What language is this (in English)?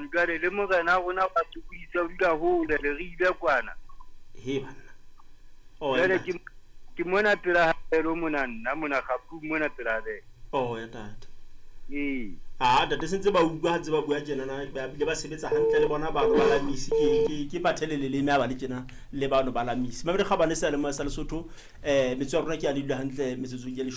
Southern Sotho